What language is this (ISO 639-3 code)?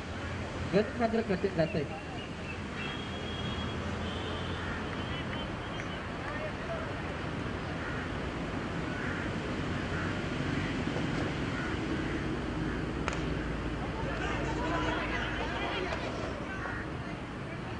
mar